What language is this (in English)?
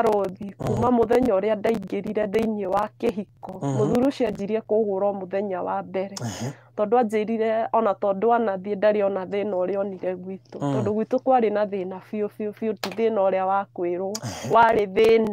Kikuyu